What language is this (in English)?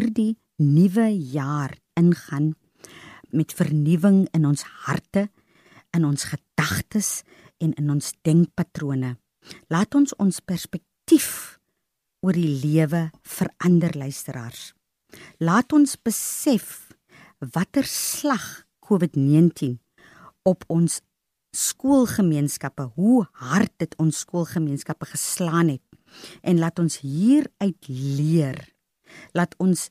Afrikaans